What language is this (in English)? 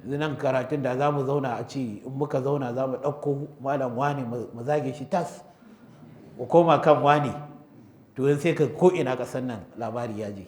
Hausa